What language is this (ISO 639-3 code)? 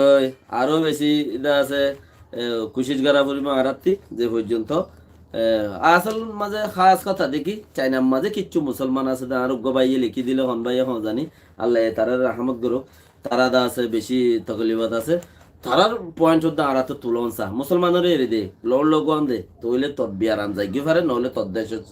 rhg